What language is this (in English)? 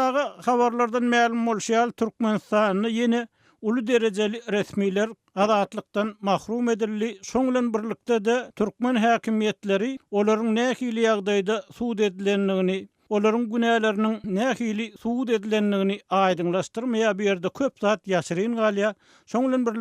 Turkmen